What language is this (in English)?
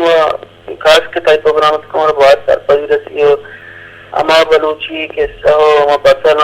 Eastern Balochi